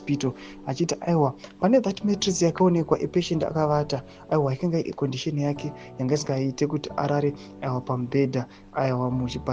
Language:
Shona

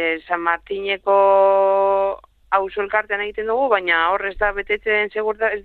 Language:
Basque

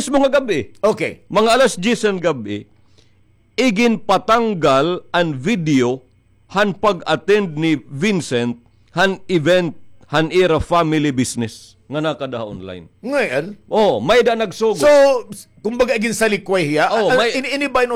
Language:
Waray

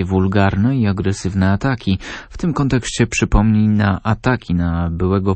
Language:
Polish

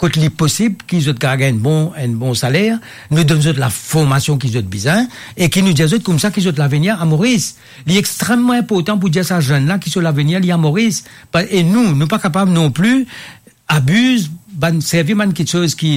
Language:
Morisyen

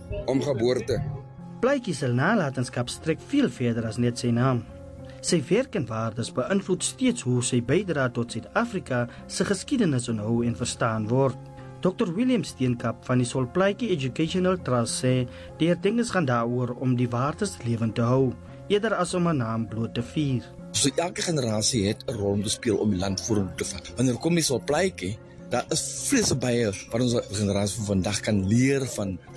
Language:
Afrikaans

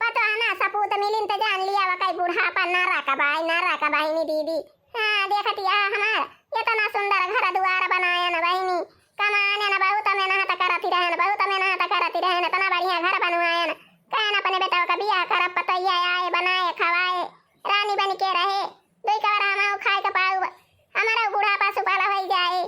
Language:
Awadhi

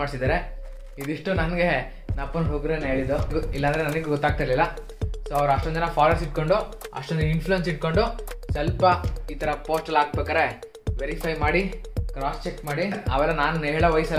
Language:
Kannada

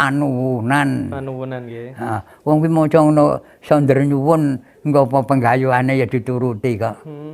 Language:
Javanese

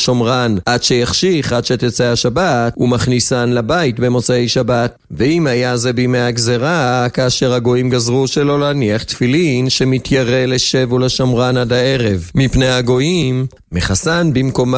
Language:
Hebrew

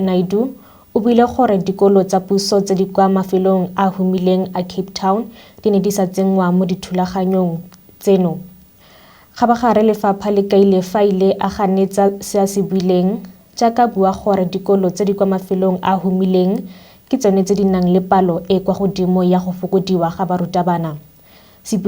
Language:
Tswana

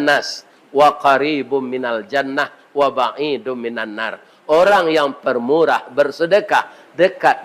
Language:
Minangkabau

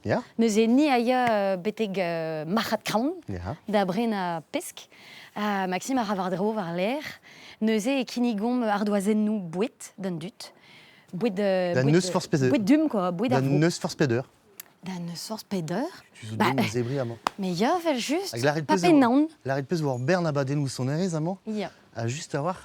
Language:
Breton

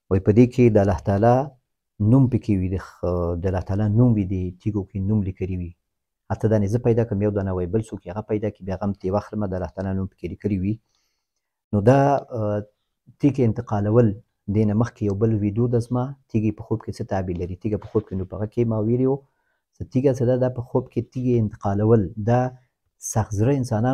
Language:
Pashto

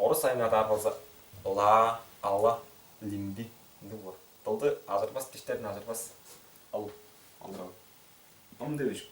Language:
Tuvinian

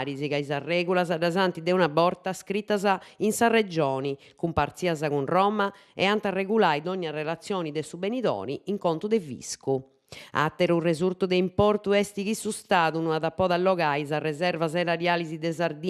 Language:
Sardinian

